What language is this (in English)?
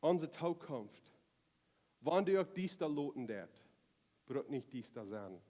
Plautdietsch